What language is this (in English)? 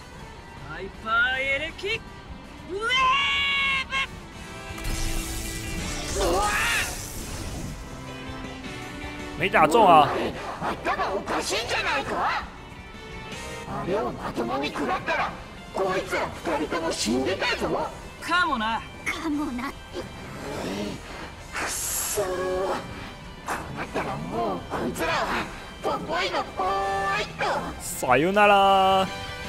Japanese